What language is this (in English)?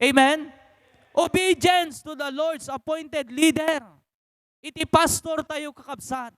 Iloko